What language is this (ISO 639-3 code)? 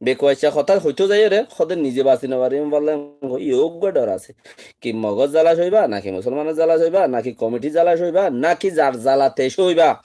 rhg